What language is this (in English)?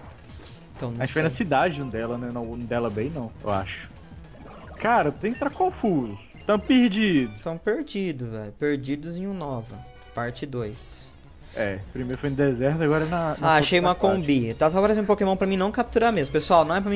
Portuguese